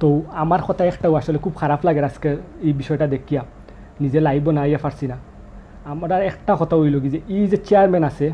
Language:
Sylheti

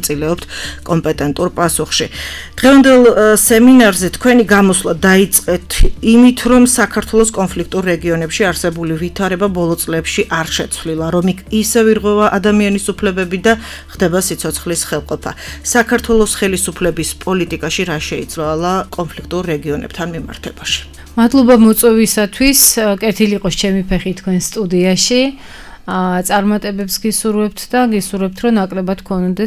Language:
Georgian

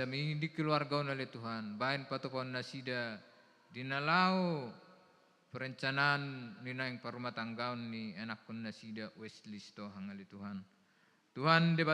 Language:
Batak Toba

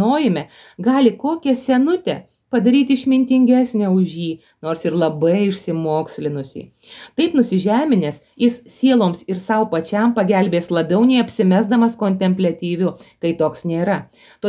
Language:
Lithuanian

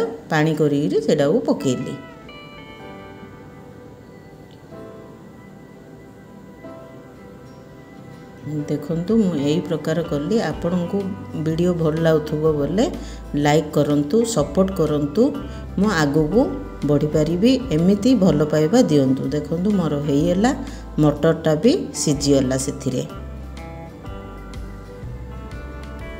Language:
Odia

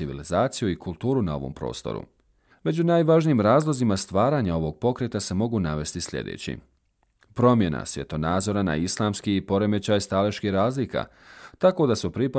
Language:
Bosnian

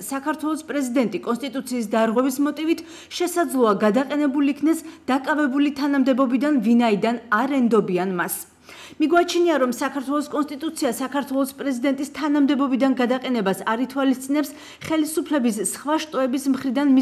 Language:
Georgian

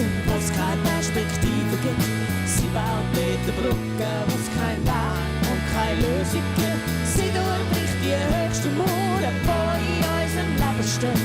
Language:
Swiss German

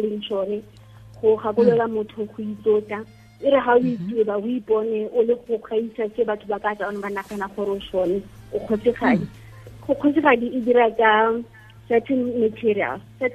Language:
Tswana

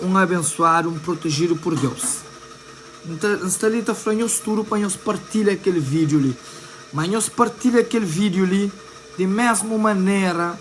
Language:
Kabuverdianu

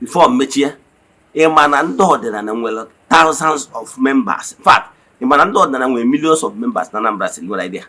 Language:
Igbo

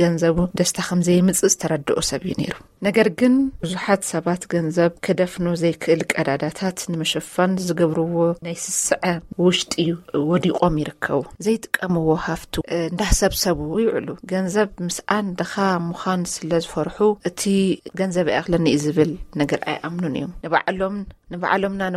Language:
Tigrinya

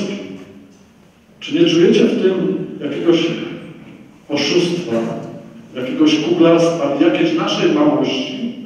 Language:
Polish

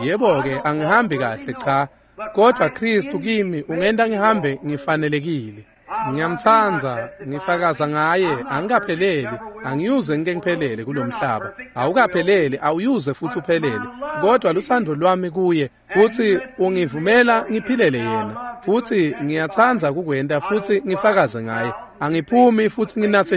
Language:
Swati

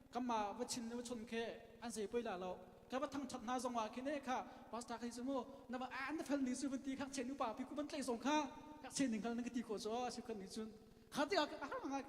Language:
Hakha Chin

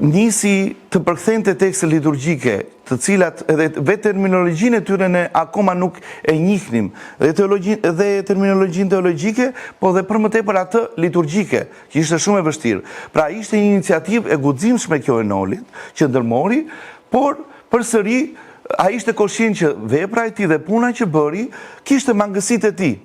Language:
Albanian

